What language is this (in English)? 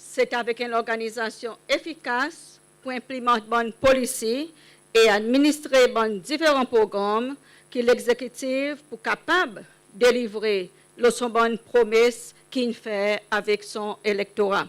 Seselwa Creole French